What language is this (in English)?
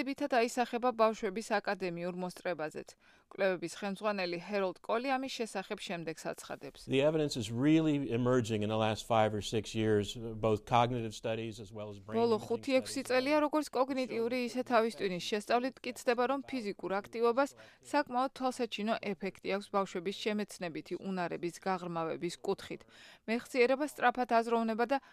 Georgian